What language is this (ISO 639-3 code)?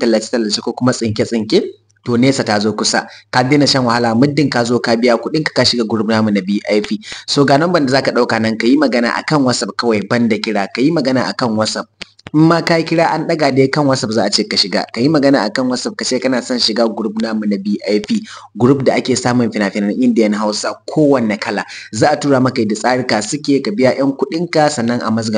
hau